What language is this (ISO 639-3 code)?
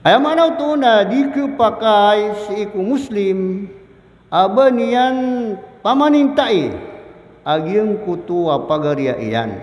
mrw